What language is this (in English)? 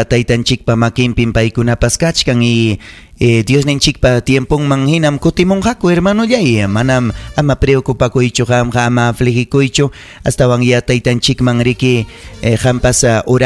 Ayacucho Quechua